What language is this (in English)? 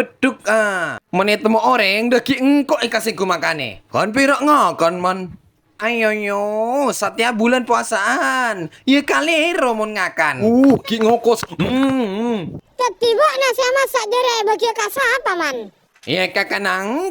Madurese